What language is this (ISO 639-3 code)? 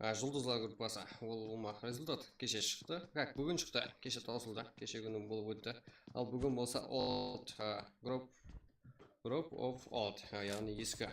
kaa